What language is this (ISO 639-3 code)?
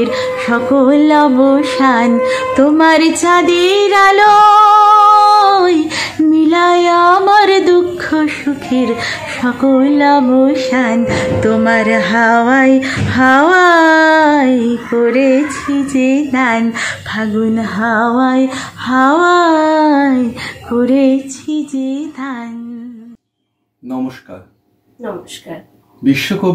ben